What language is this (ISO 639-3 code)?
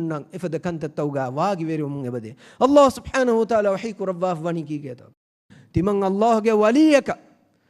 div